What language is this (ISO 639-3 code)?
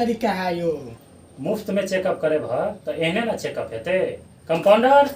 mai